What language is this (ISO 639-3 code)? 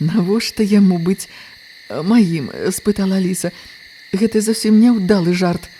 bel